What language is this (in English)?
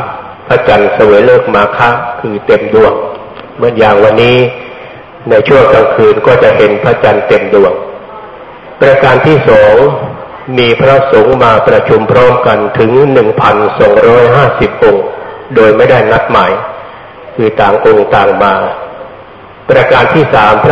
Thai